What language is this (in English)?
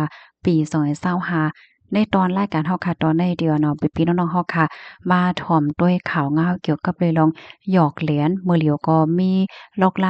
Shan